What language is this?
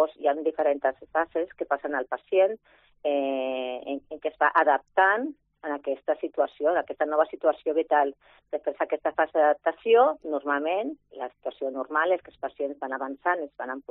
Catalan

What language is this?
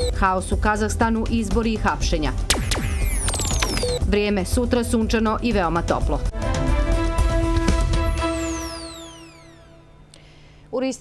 Bosnian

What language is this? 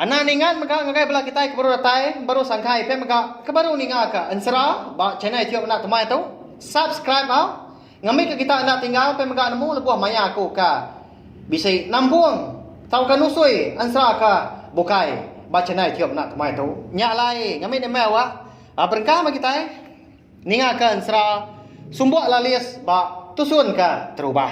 Iban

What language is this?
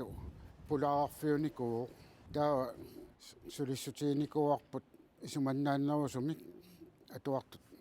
Kalaallisut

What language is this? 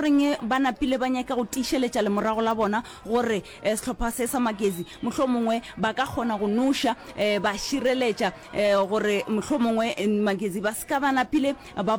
Northern Sotho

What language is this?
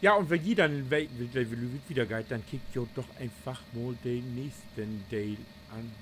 Low German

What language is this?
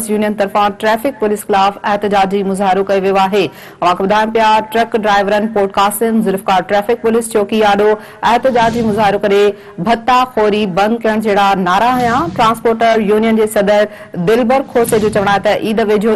Sindhi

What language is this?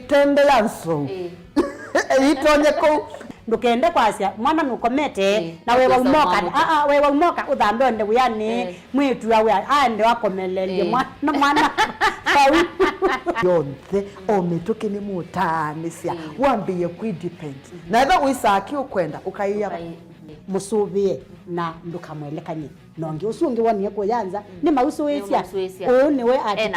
Kamba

